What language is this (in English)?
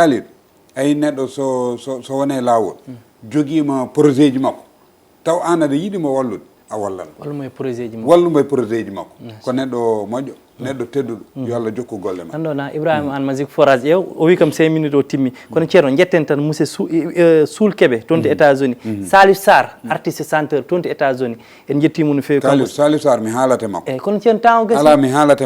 Fula